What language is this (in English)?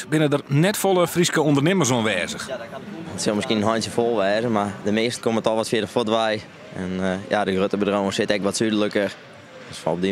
Western Frisian